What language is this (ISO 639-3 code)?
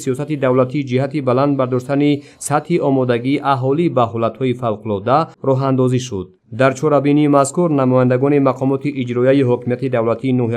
tgk